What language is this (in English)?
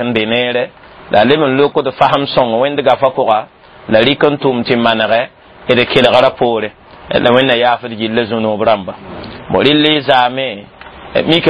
Mossi